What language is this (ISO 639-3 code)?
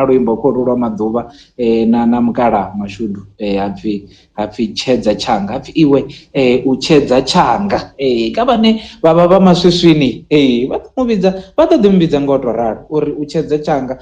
ven